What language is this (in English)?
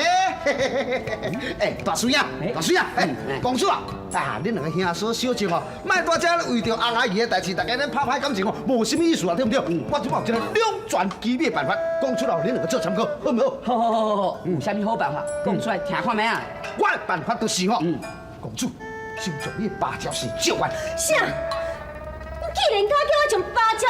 Min Nan Chinese